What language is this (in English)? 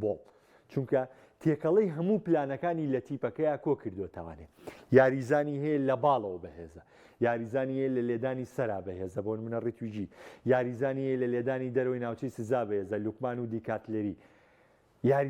Central Kurdish